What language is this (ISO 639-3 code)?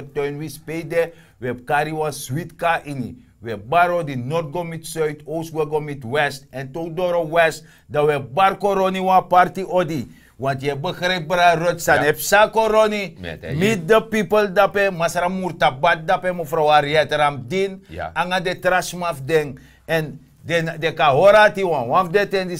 srn